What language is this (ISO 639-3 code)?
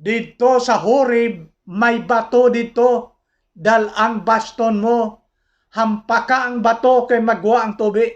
hil